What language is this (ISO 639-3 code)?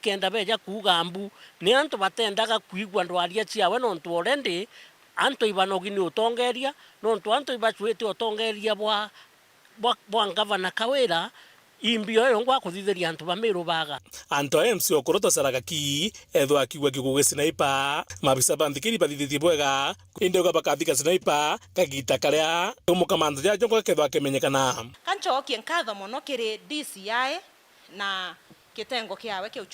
mer